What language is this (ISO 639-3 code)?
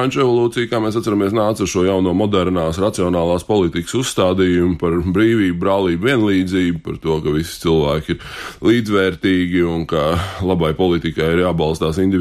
lav